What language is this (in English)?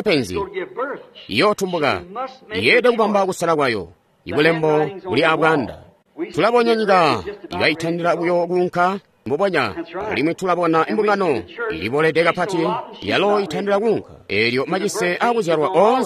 Tonga (Zambia)